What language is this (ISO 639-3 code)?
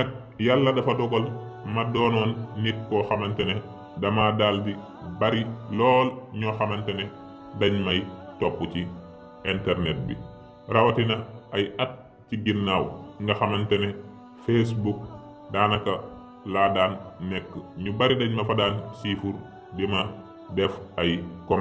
wol